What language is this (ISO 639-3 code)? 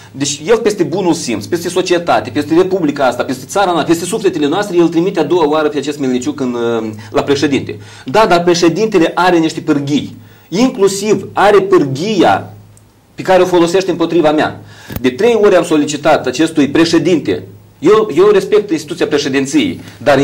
ron